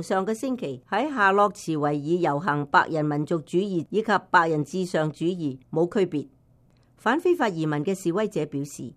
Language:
Cantonese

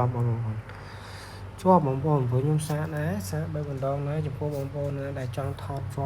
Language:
Khmer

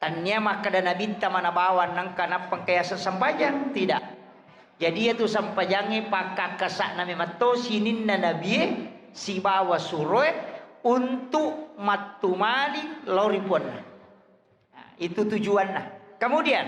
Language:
Buginese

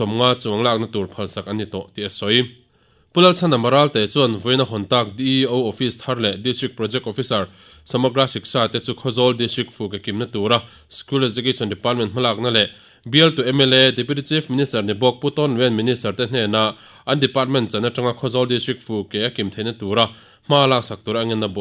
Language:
Mizo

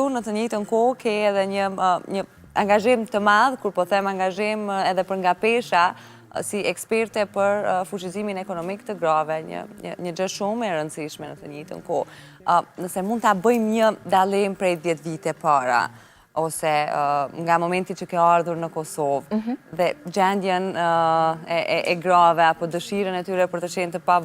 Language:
Albanian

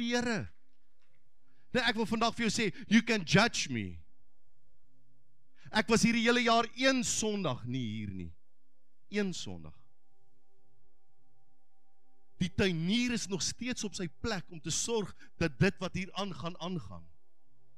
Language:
Afrikaans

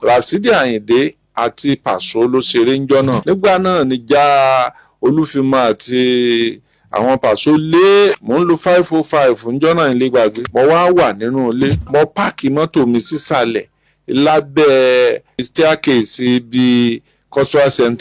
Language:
Yoruba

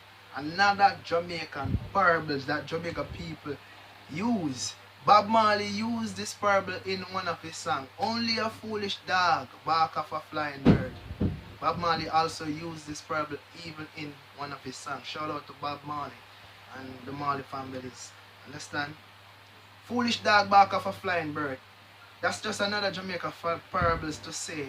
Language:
Jamaican Creole English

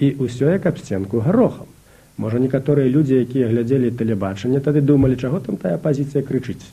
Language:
Belarusian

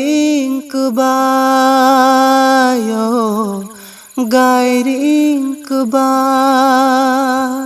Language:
Kok Borok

